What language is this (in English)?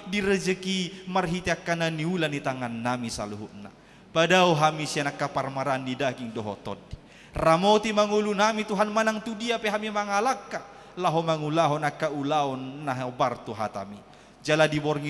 Batak Toba